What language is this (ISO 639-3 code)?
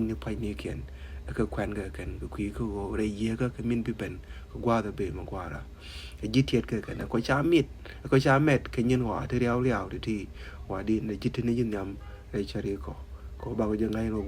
nus